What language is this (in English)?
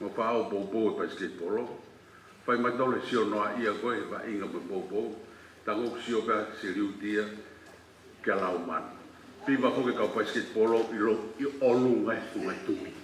Tongan